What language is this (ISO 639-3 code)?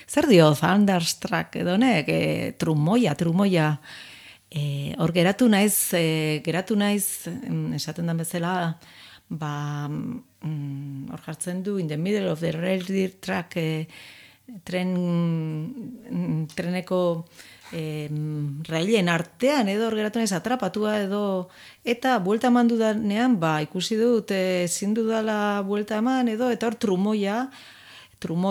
eus